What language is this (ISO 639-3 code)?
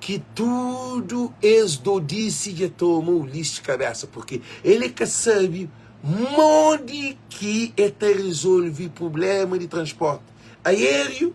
kea